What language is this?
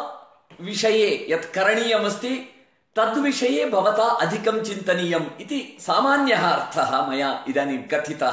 Sanskrit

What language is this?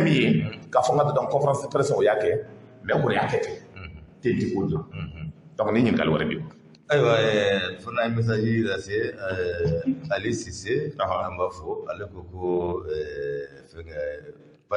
Bambara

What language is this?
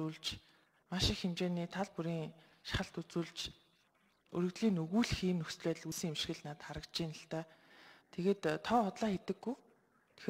Mongolian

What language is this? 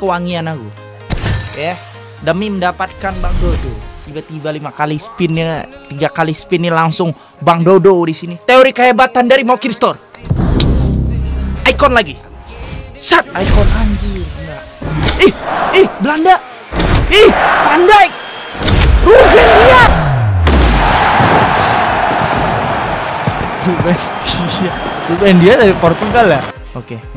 Indonesian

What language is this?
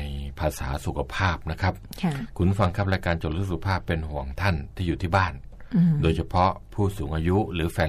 Thai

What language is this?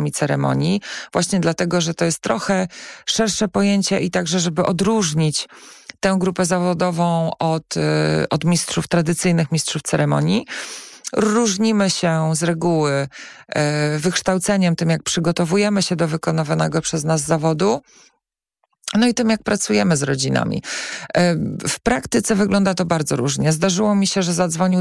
Polish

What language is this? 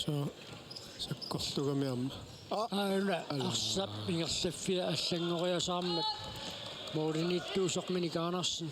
Kalaallisut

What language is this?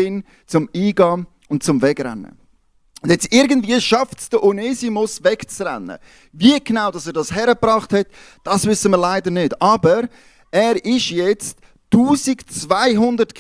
Swiss German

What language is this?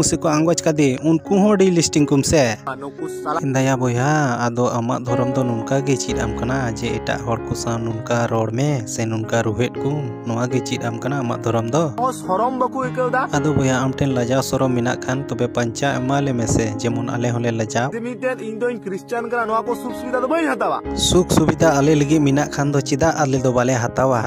Santali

